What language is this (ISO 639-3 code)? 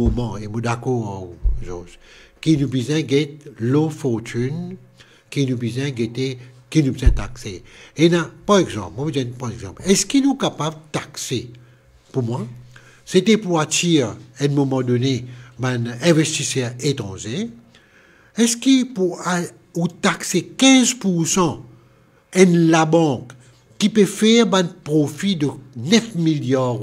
mfe